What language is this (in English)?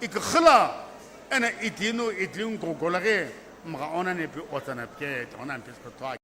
Sumi Naga